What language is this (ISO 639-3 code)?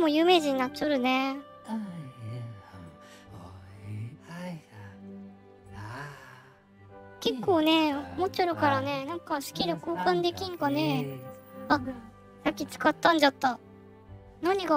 jpn